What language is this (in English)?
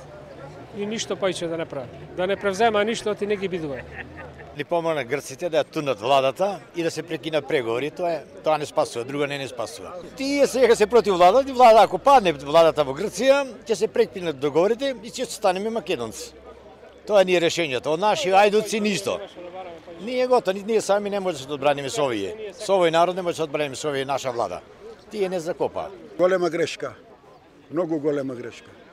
Macedonian